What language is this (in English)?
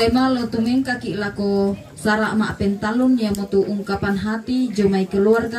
Toraja-Sa'dan